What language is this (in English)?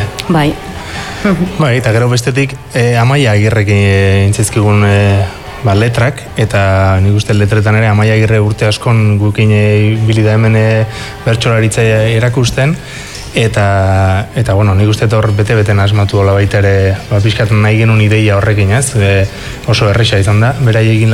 Basque